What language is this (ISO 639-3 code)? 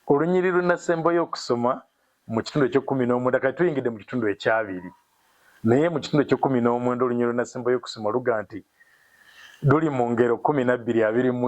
lug